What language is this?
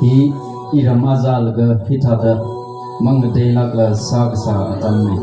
Tangkhul Naga (India)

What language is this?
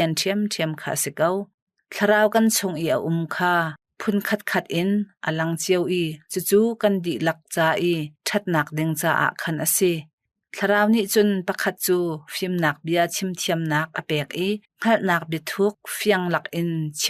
Hakha Chin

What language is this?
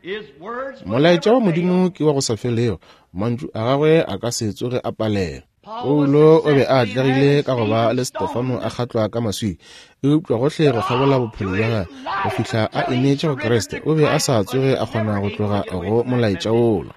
Northern Sotho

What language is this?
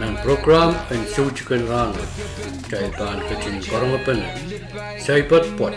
Pohnpeian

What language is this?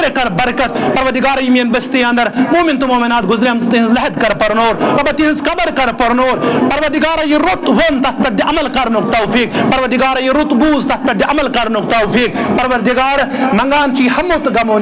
Kashmiri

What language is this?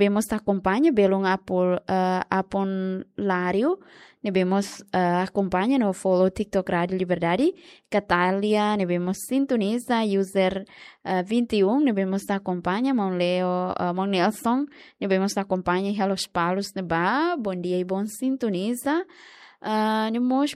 Tetum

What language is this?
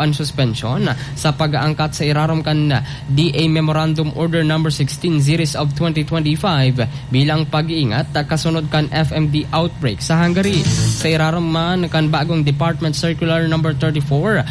Bikol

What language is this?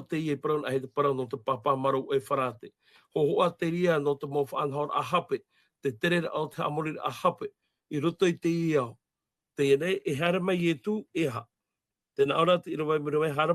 Tahitian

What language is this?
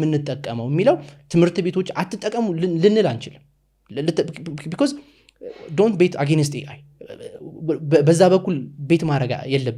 Amharic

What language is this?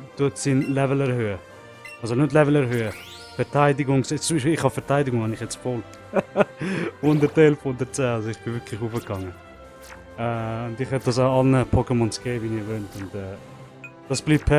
Swiss German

